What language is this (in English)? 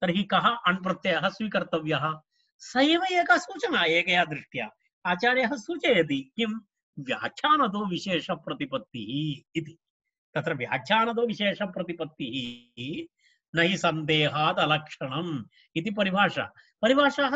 Sanskrit